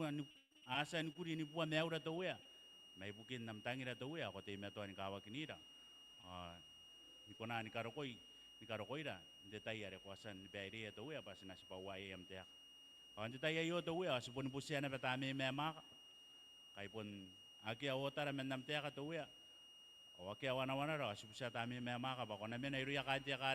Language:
Gilbertese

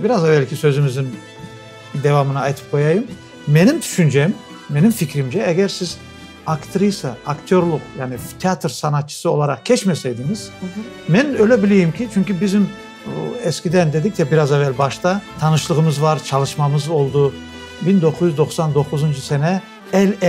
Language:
Crimean Tatar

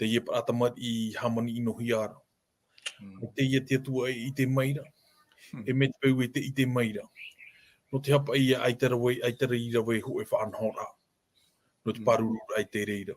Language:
Tahitian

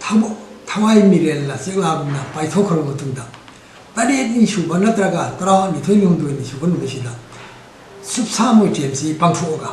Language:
Manipuri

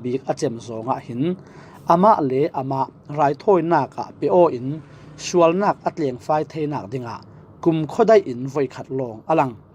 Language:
Falam Chin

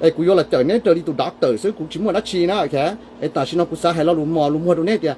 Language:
Hmong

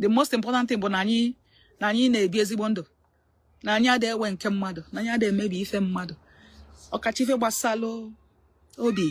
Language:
Igbo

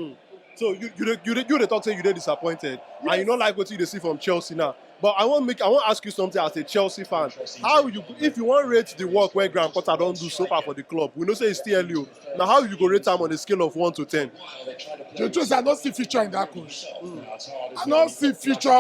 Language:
Nigerian Pidgin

